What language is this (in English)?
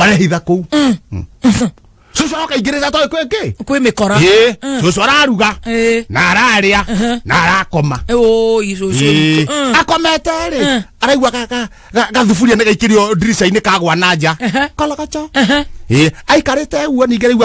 Kikuyu